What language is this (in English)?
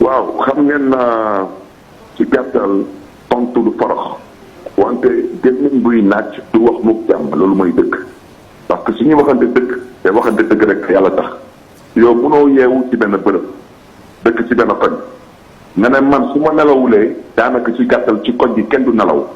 Wolof